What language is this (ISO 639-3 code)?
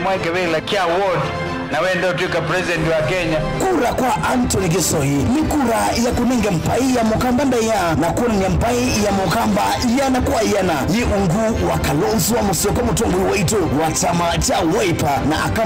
kam